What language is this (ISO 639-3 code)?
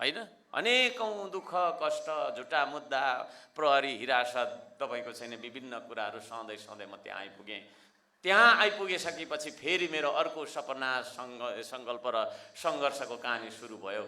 nep